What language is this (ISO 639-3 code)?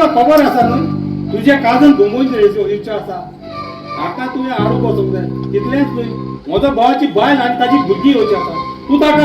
kok